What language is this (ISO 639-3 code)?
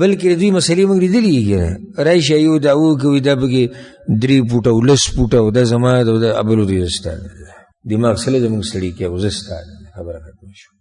pus